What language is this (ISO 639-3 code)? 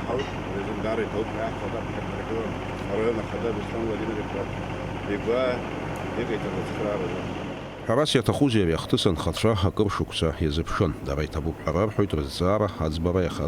abk